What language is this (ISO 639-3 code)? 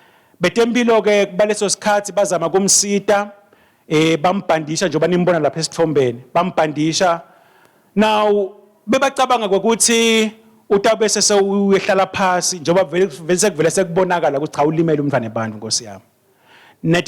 ssw